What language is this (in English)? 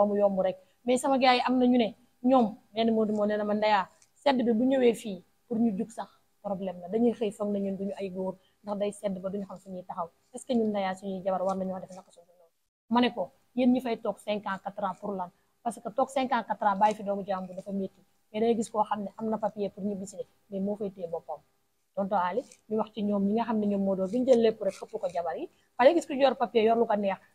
Wolof